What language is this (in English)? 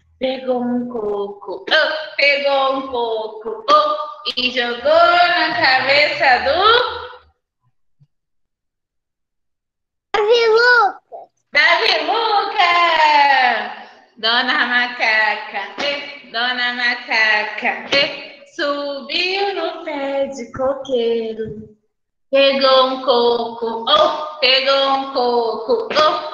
Portuguese